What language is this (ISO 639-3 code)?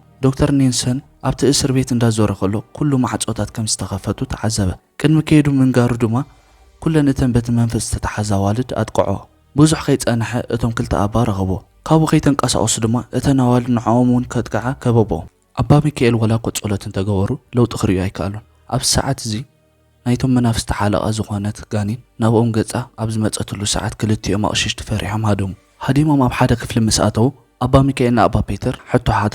tir